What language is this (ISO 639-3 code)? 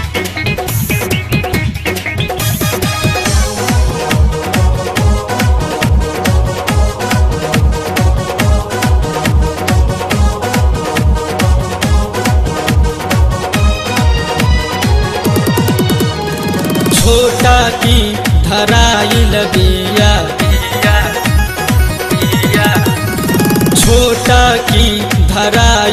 bho